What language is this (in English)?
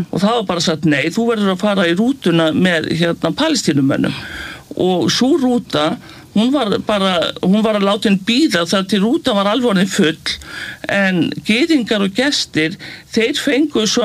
Icelandic